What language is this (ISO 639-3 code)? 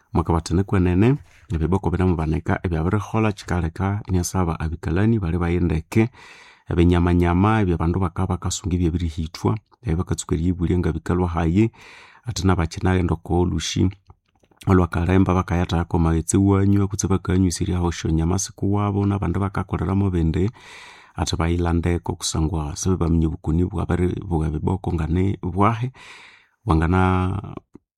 nnb